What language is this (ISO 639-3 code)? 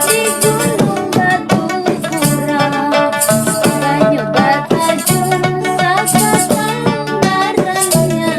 bjn